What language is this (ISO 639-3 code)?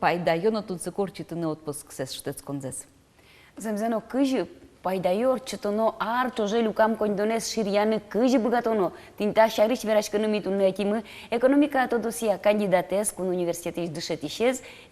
udm